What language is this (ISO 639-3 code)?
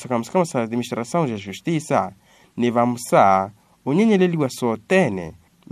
vmw